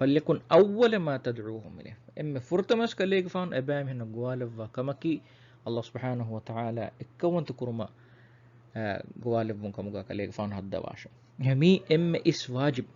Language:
Divehi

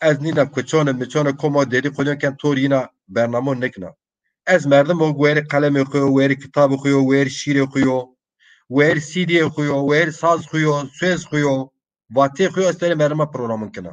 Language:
Zaza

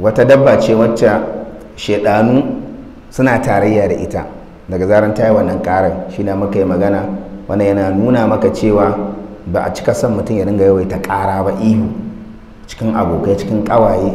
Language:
Hausa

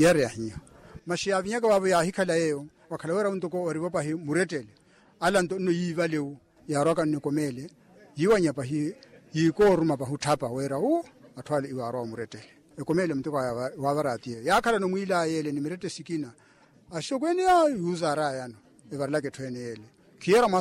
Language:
Makhuwa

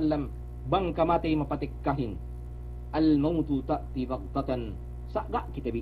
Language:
Yakan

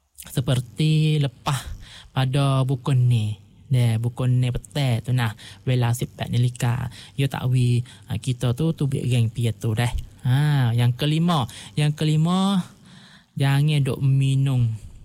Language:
Malay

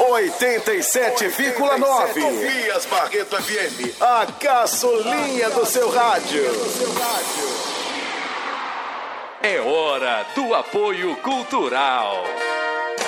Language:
Portuguese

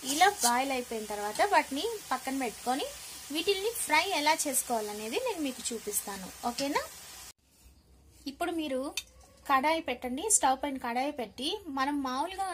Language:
Telugu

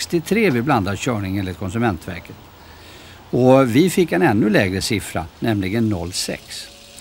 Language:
Swedish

